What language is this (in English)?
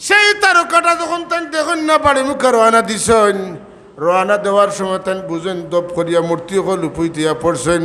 Sylheti